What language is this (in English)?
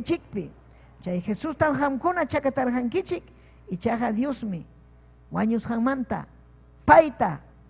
Ayacucho Quechua